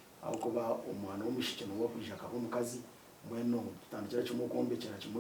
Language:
Nyankole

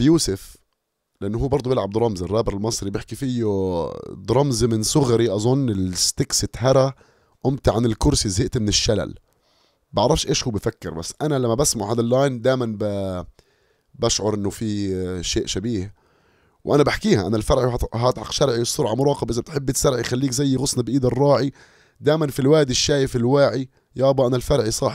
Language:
North Levantine Arabic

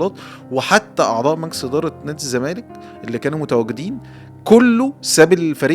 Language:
Egyptian Arabic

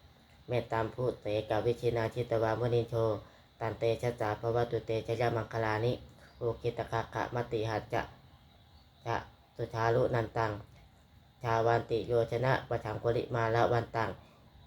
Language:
Pali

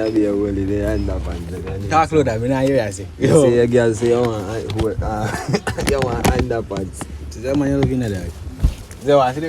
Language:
Jamaican Creole English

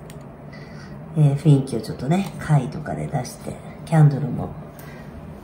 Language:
Japanese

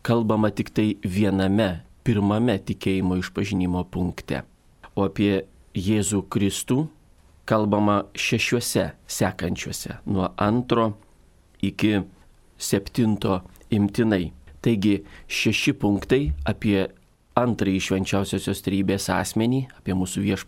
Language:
Lithuanian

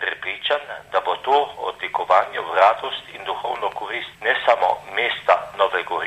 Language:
Slovenian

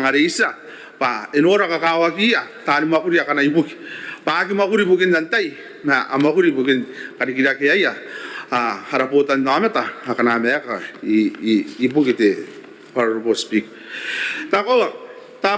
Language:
Gilbertese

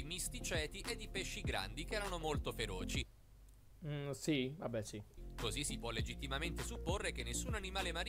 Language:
Italian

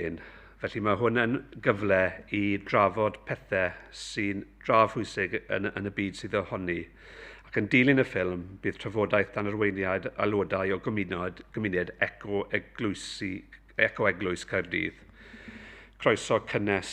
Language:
Welsh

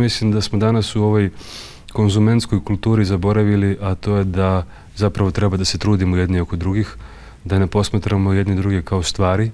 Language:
Serbian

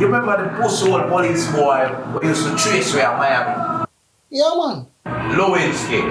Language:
Jamaican Creole English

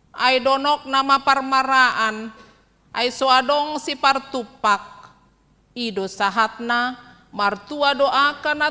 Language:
Batak Toba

